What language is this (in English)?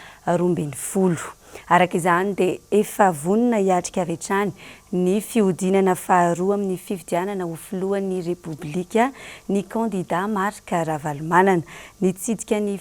Malagasy